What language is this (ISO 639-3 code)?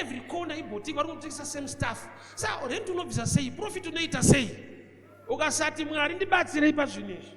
sna